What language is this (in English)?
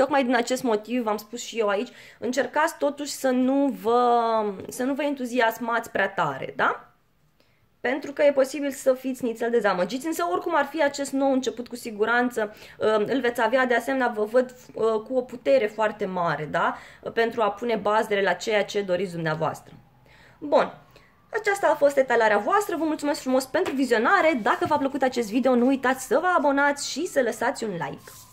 Romanian